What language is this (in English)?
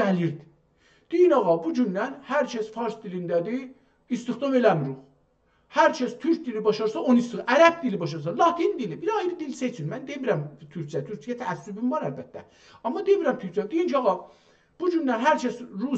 South Azerbaijani